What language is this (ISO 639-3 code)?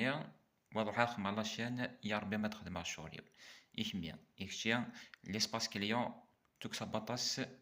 kab